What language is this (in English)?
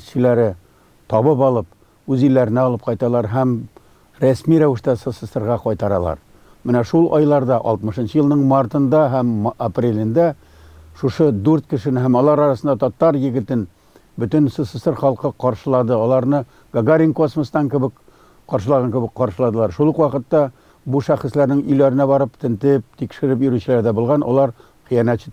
Tatar